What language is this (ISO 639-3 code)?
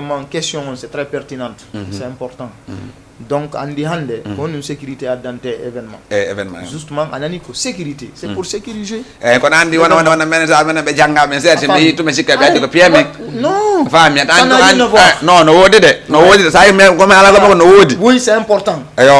ful